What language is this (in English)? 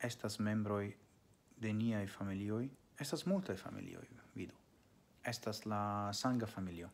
Esperanto